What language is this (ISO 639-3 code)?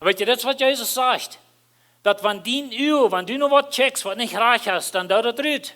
pdt